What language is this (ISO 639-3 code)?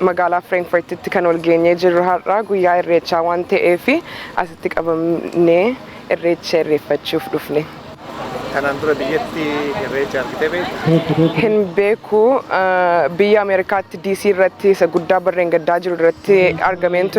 orm